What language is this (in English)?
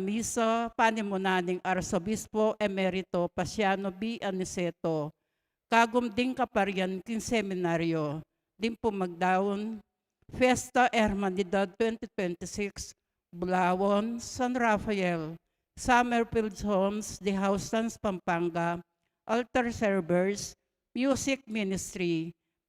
Pampanga